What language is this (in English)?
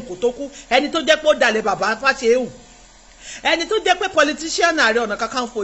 Yoruba